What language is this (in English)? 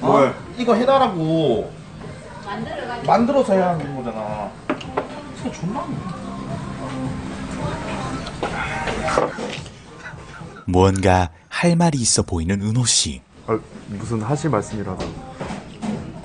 Korean